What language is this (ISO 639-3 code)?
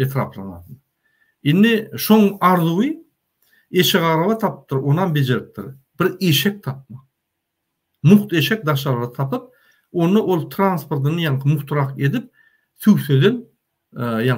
tuk